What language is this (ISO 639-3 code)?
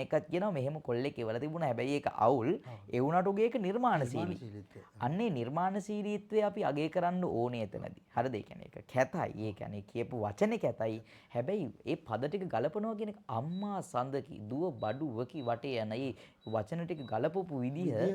sin